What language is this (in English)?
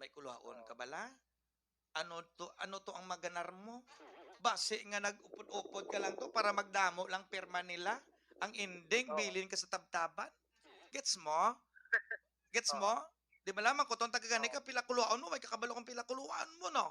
Hiligaynon